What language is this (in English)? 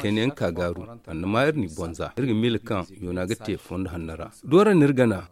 Zarma